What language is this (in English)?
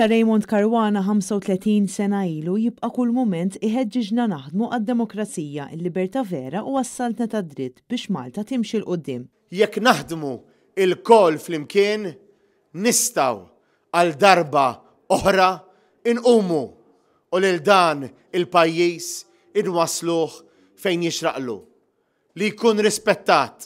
Maltese